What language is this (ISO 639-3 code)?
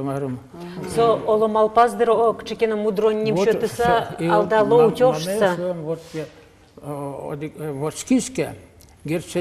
udm